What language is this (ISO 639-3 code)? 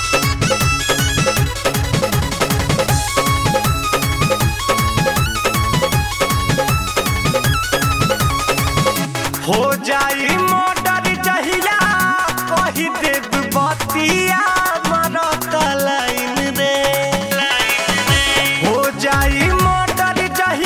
bho